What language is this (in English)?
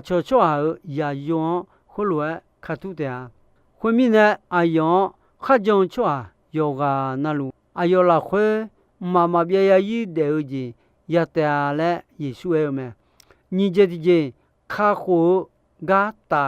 Akha